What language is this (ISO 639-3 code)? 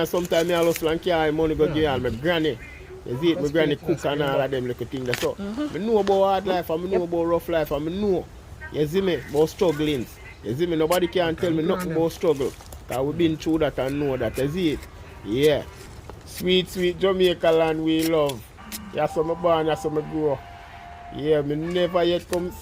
jam